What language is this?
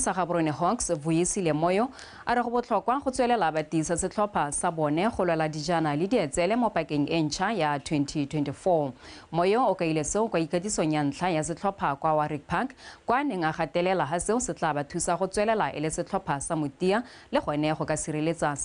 Tswana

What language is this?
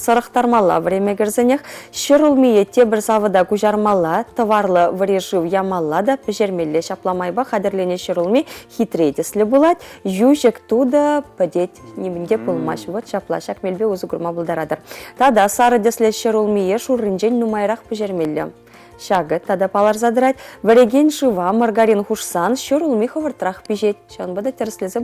Chuvash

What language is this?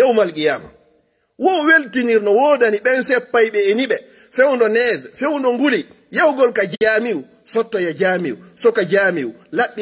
Fula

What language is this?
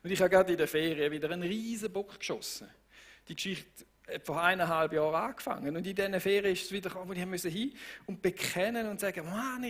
Swiss German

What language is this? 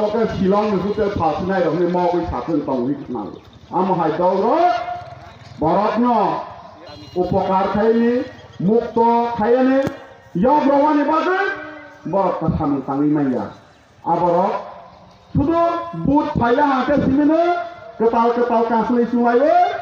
Kok Borok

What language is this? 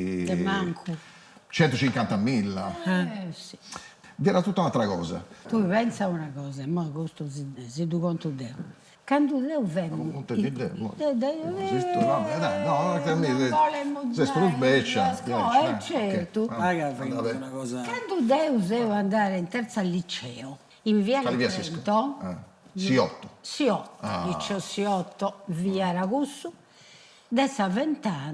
Sardinian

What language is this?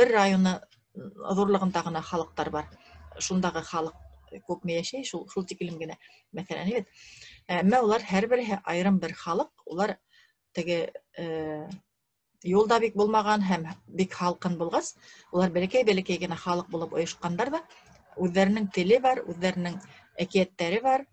Bashkir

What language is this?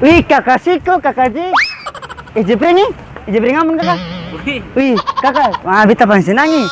Ambonese Malay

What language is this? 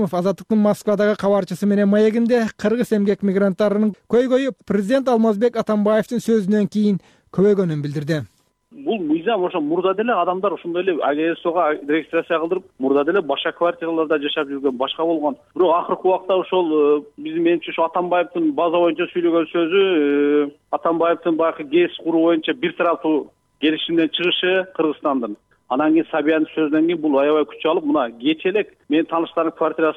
Kyrgyz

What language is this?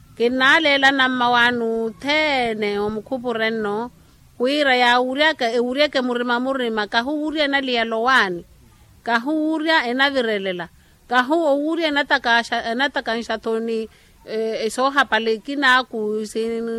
Makhuwa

